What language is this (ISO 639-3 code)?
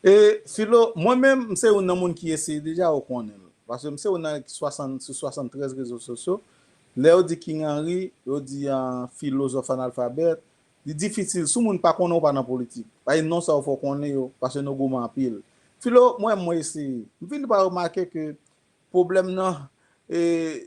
hat